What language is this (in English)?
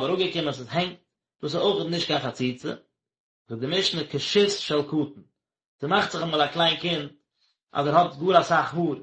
Yiddish